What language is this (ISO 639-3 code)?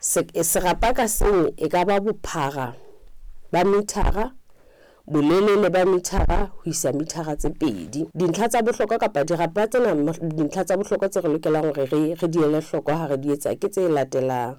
sot